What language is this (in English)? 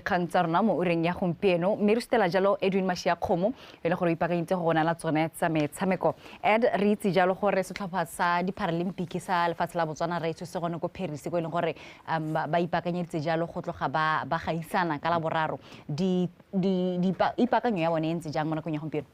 Tswana